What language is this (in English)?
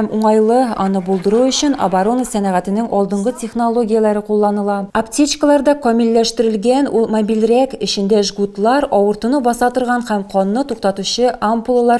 Tatar